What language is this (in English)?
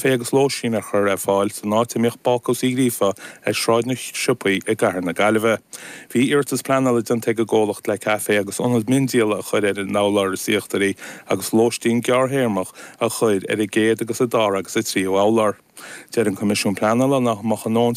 Irish